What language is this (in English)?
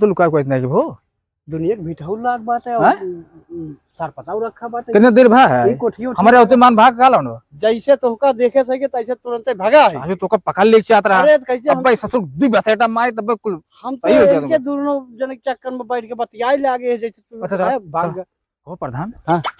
Awadhi